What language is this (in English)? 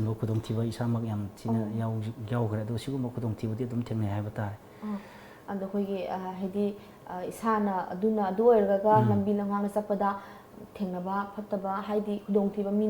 Manipuri